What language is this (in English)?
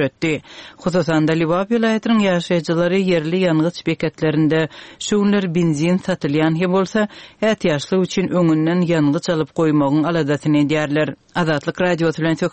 Turkmen